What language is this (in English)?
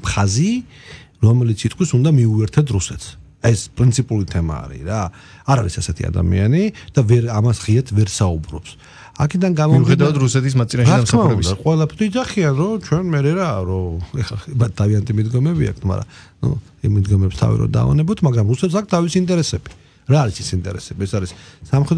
Georgian